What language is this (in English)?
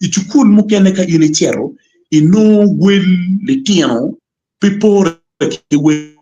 Acoli